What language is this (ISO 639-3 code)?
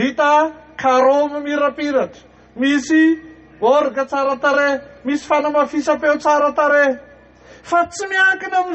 mlg